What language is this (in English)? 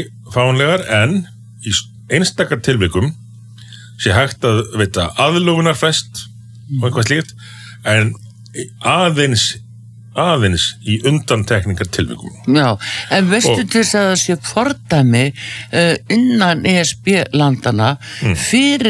Icelandic